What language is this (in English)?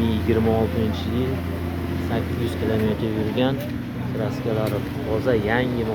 Uzbek